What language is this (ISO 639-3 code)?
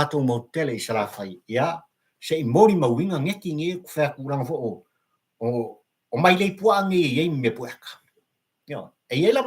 smo